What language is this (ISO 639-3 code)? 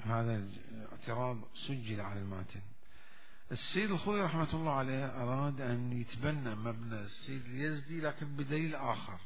acm